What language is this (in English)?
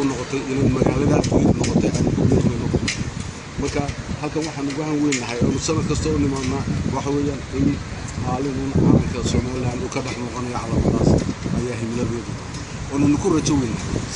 Somali